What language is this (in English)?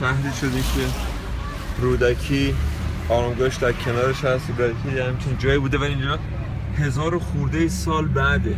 Persian